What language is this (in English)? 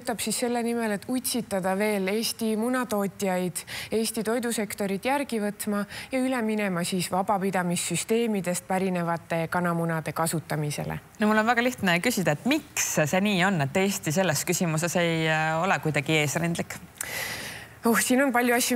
Estonian